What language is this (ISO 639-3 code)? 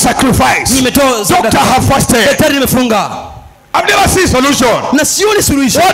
swa